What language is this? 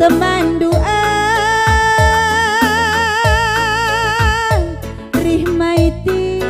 Batak Karo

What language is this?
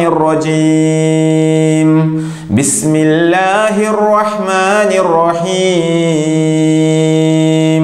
Malayalam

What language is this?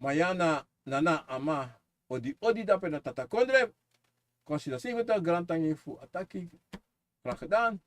Sranan Tongo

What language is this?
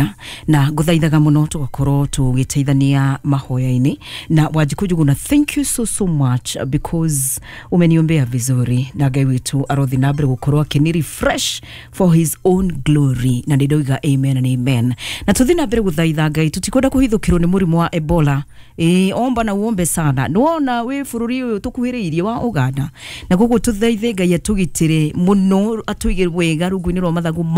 Kikuyu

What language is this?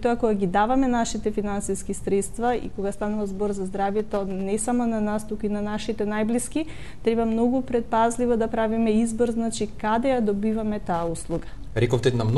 Macedonian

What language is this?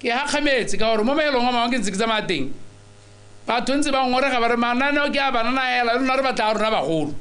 Tswana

